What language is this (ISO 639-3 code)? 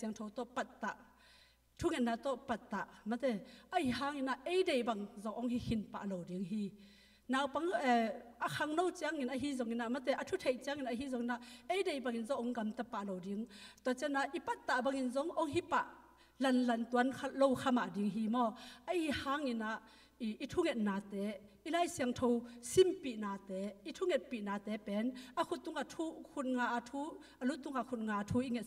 ctd